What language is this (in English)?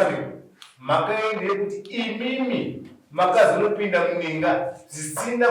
Shona